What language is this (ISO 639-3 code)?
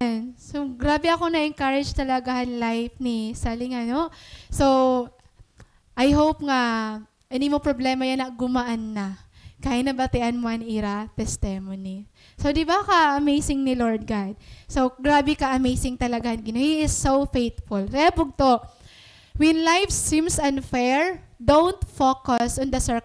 war